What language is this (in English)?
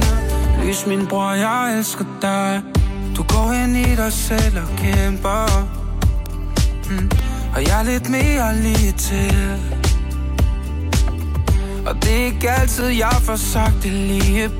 Danish